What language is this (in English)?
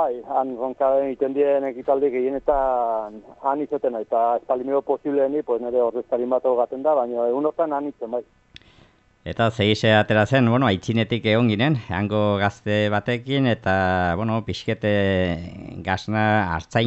Basque